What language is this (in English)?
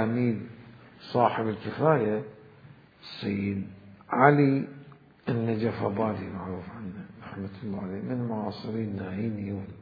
Mesopotamian Arabic